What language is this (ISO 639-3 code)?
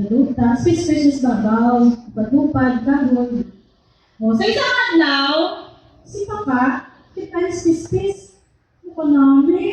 hil